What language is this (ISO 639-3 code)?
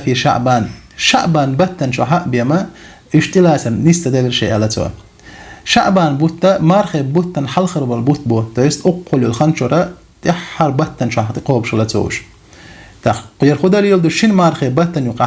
che